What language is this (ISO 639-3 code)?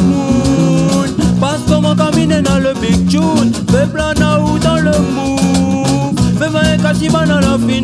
rcf